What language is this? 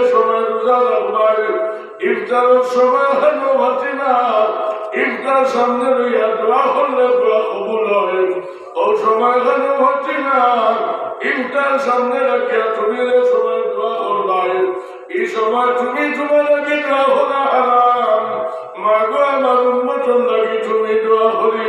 Sylheti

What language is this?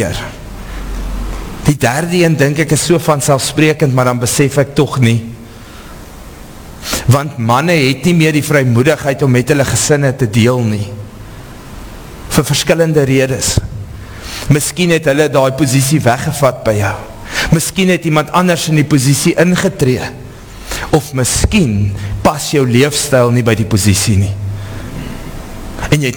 Afrikaans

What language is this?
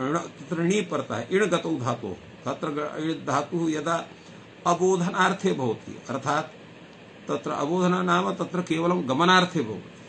Sanskrit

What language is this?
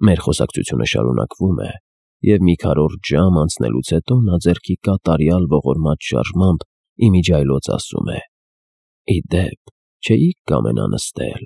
Armenian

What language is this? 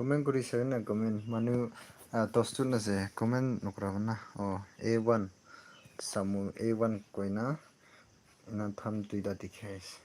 Naga Pidgin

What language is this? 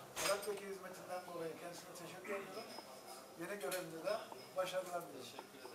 Turkish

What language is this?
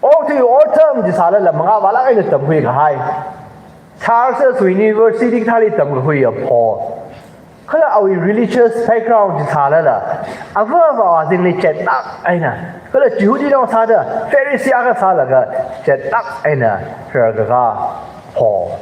Tangkhul Naga (India)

